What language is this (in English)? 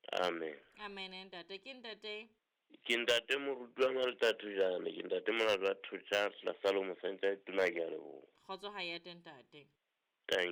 Southern Sotho